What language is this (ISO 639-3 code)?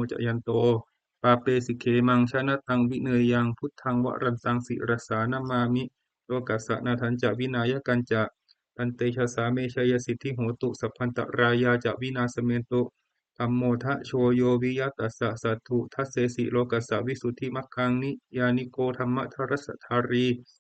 pli